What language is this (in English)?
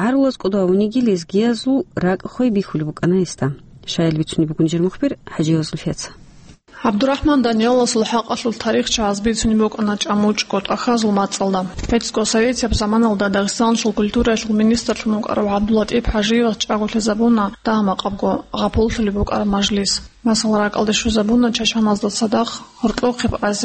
Avaric